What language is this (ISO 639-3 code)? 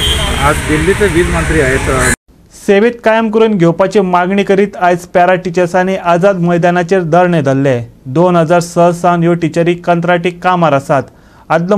kok